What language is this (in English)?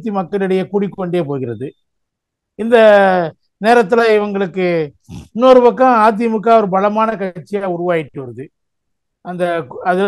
Tamil